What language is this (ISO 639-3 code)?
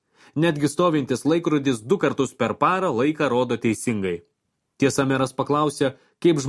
lit